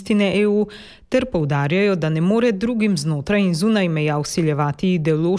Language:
Slovenian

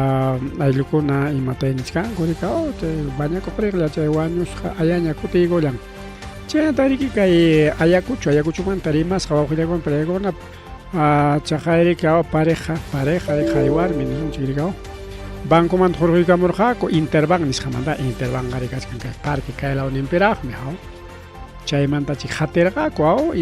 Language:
Ayacucho Quechua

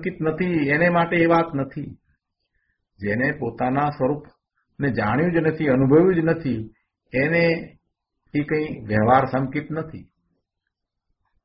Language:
Gujarati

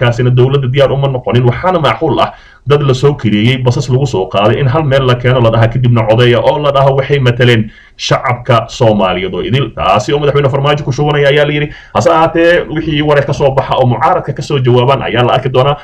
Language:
Somali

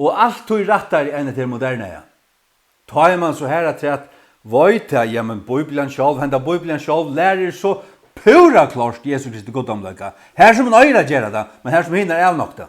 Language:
Faroese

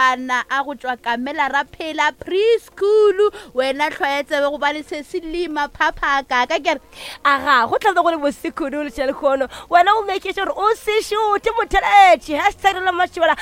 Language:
Northern Sotho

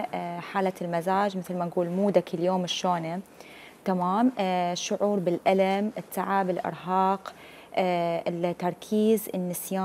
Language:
Mesopotamian Arabic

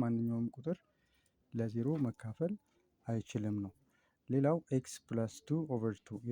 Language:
Amharic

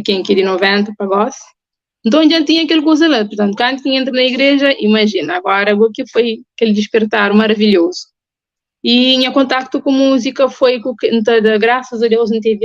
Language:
Kabuverdianu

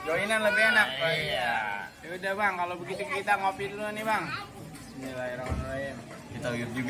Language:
Betawi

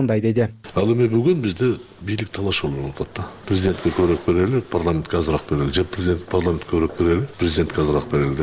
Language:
Kyrgyz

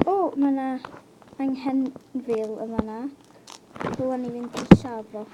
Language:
Welsh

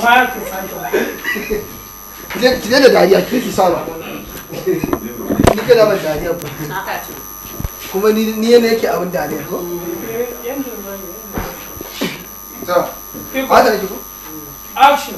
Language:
Hausa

